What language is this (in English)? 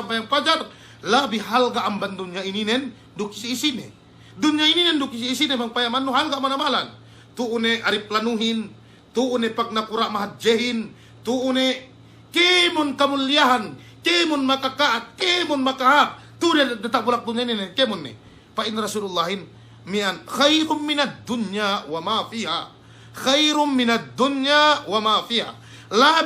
Yakan